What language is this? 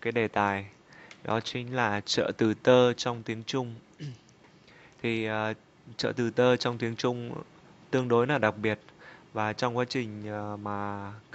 Vietnamese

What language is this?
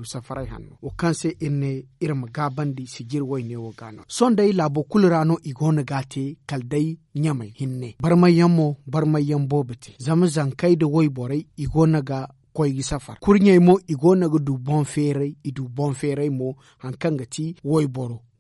Zarma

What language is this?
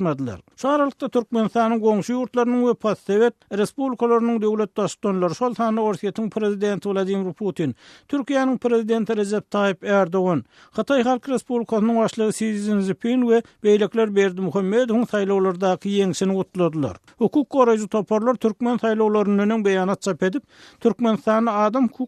Turkmen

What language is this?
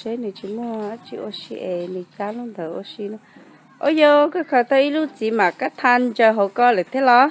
Hmong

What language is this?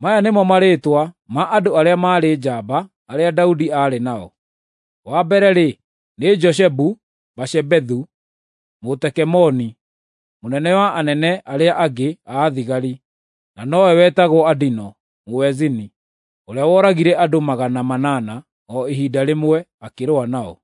Kikuyu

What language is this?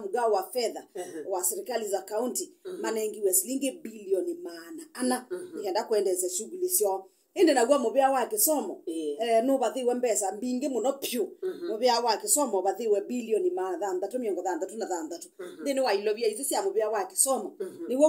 Kamba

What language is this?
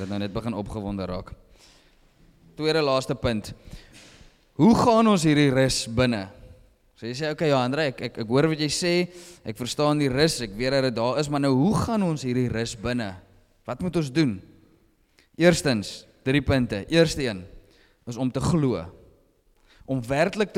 Afrikaans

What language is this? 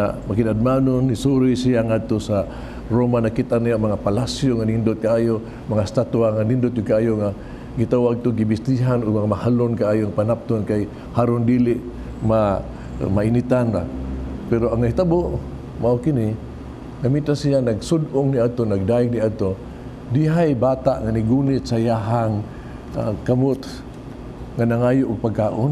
Cebuano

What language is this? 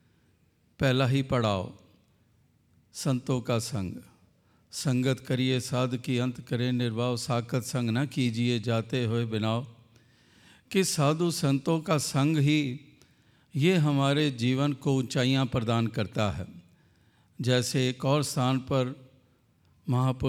Hindi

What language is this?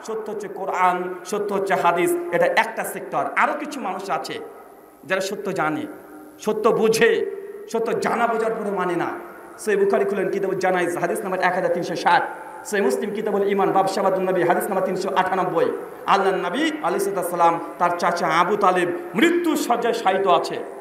Bangla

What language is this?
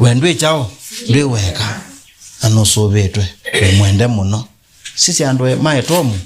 Kamba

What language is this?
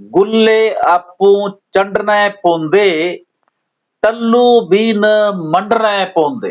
Dogri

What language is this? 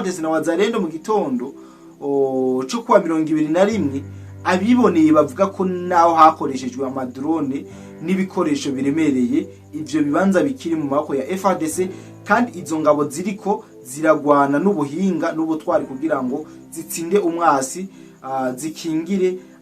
Rundi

